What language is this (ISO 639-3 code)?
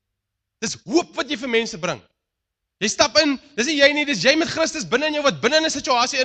afr